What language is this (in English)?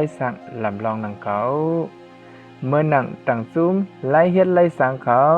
Shan